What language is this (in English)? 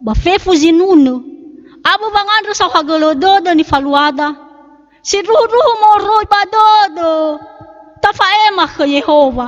Nias